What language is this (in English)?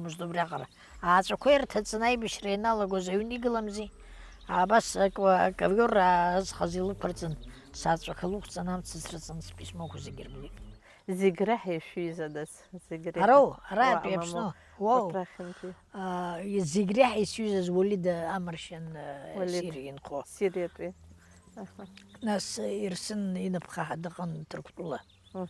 Abkhazian